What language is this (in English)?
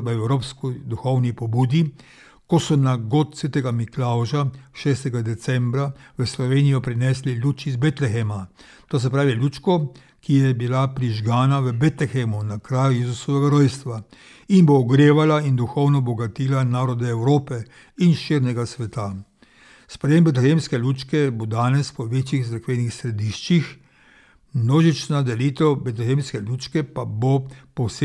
Slovenian